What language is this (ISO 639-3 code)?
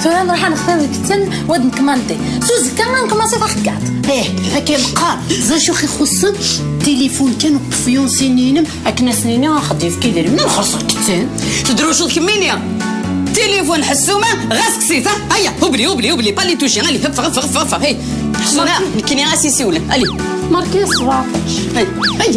kab